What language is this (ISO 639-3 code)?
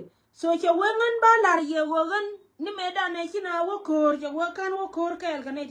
nus